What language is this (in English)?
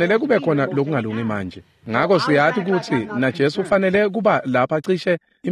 Swati